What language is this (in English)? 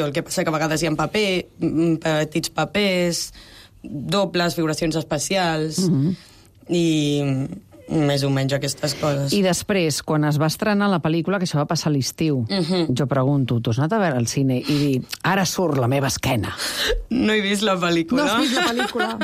Catalan